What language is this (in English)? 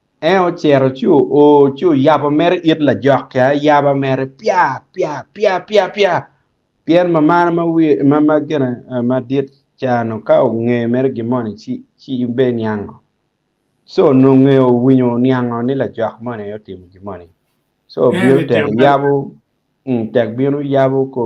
Acoli